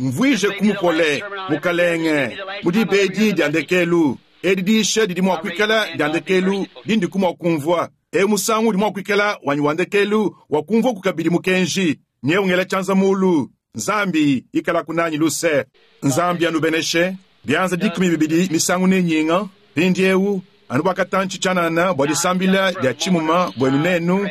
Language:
Luba-Lulua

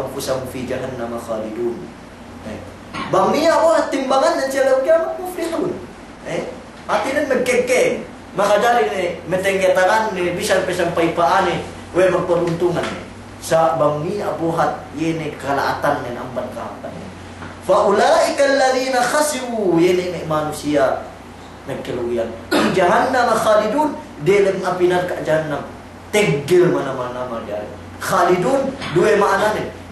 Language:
Yakan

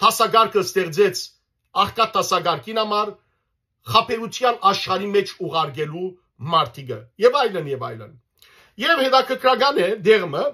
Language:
Western Armenian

